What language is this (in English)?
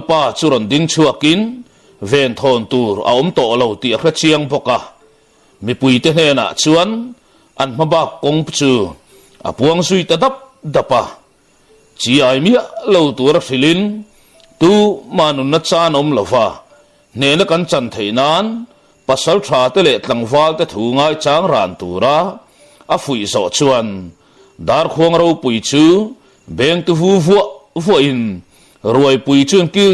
Mizo